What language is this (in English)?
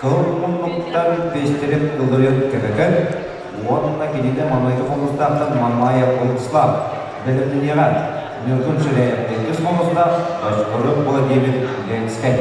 Yakut